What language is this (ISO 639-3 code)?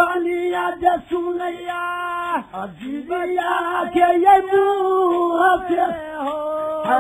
bho